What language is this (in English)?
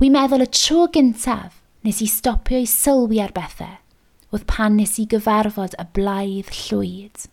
Welsh